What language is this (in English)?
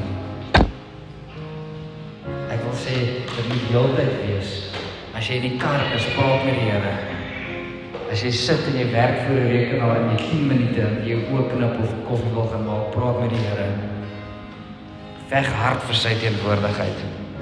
Afrikaans